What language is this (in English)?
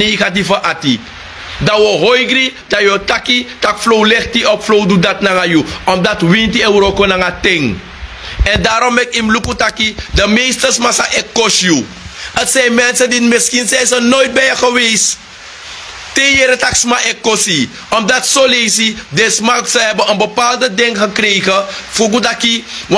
Sranan Tongo